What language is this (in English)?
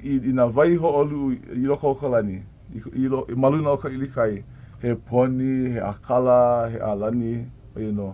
Hawaiian